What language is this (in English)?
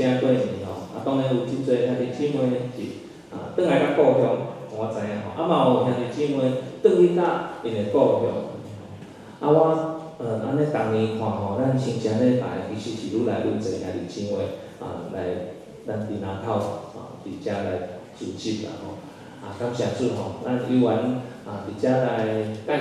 Min Nan Chinese